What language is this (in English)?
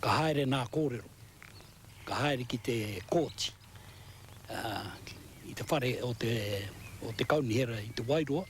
Māori